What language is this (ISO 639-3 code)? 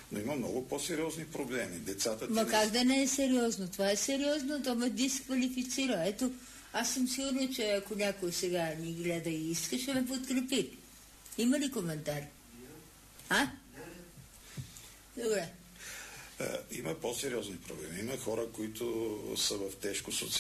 bul